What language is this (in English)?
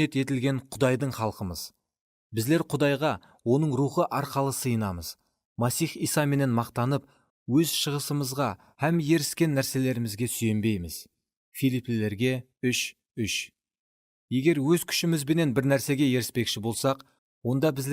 Kara-Kalpak